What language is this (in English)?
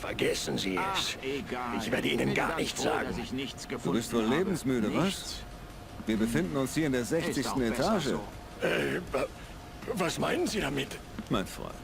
Bavarian